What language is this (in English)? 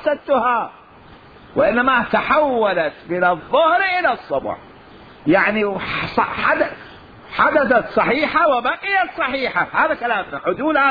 Mesopotamian Arabic